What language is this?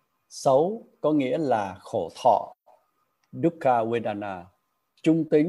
Vietnamese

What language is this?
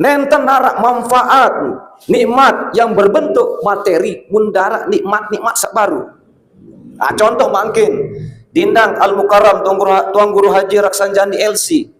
Sasak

